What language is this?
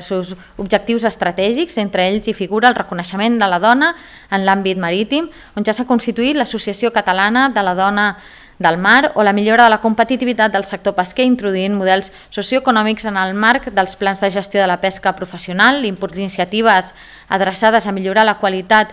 Catalan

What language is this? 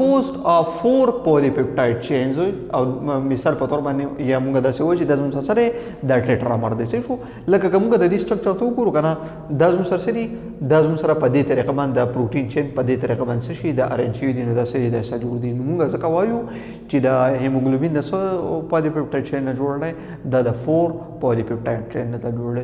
Pashto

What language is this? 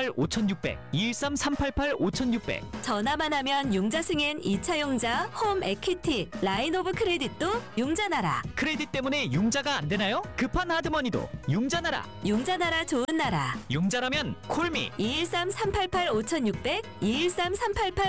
Korean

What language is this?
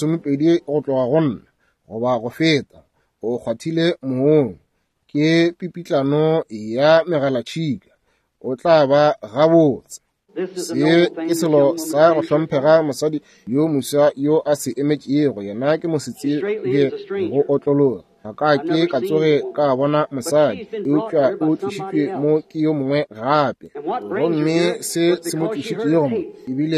Northern Sotho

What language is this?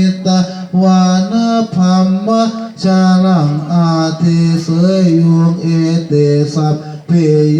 Pali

